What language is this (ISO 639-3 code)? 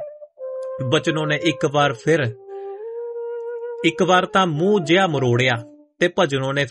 pan